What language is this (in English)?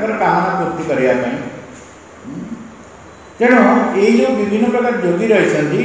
Odia